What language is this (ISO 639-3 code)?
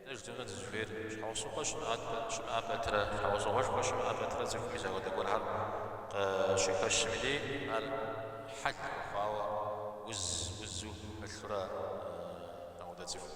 kbd